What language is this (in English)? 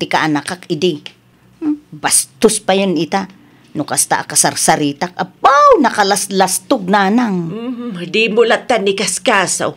Iloko